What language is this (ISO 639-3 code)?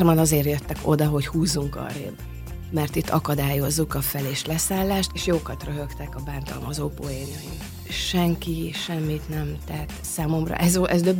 hun